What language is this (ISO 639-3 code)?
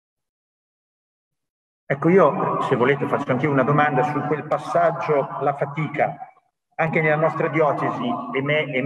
ita